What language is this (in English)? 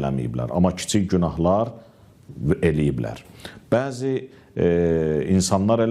Azerbaijani